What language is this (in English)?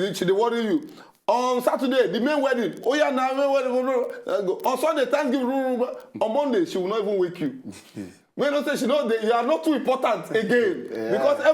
Nigerian Pidgin